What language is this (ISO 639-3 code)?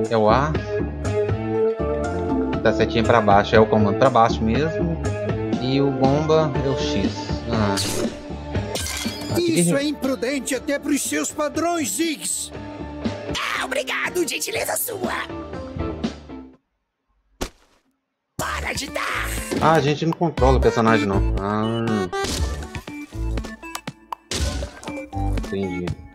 por